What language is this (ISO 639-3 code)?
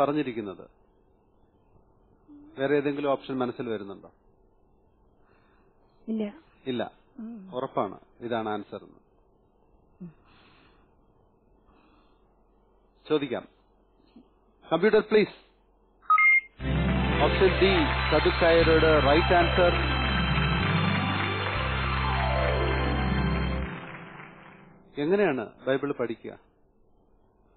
mal